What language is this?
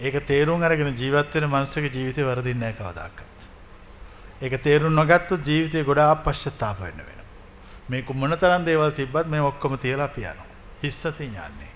Sinhala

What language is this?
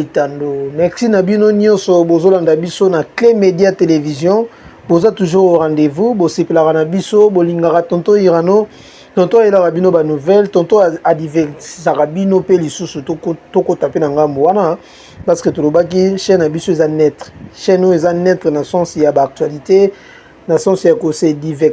Lingala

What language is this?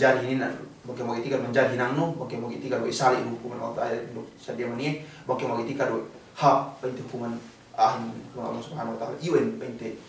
Yakan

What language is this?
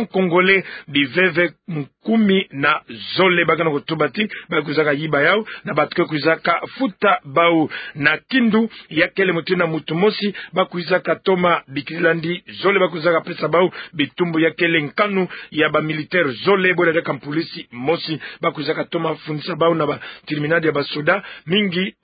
Kituba (Democratic Republic of Congo)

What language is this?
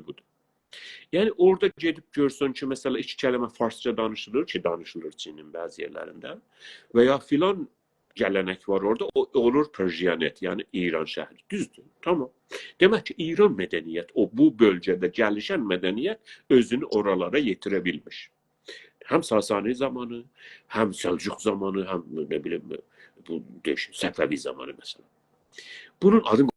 South Azerbaijani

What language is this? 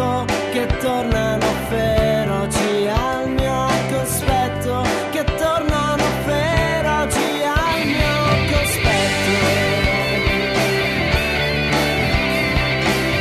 Italian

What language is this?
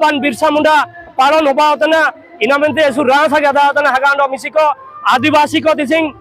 Ho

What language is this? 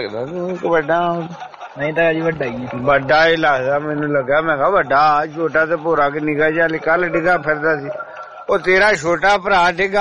Punjabi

